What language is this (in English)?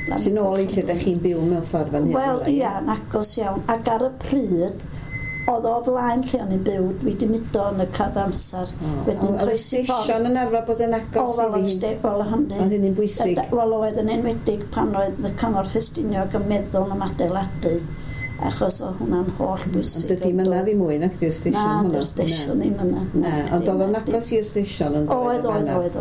Welsh